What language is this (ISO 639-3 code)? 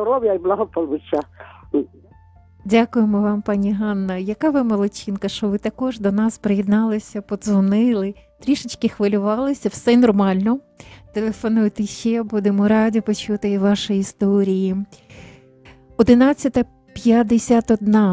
ukr